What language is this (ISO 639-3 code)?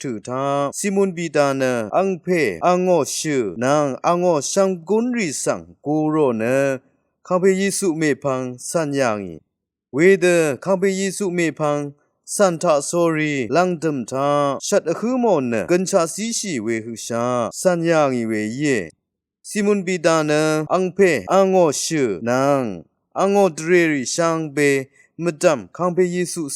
raw